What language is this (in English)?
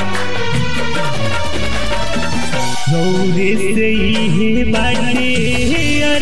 Bhojpuri